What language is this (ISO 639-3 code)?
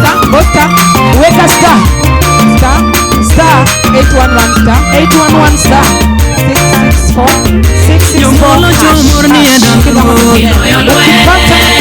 luo